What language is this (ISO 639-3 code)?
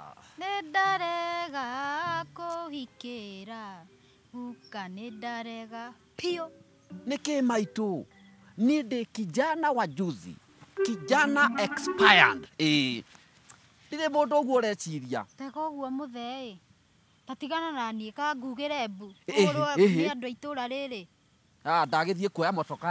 kik